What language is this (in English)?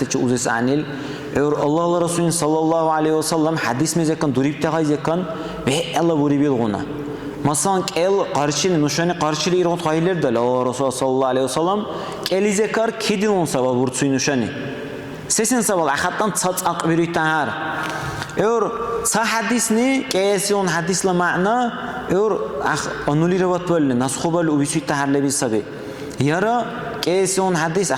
Dargwa